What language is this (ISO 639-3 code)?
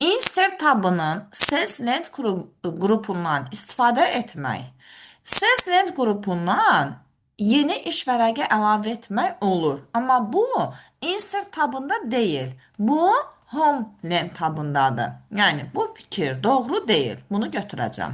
aze